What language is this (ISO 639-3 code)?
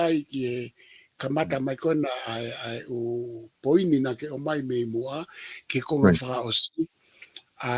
ton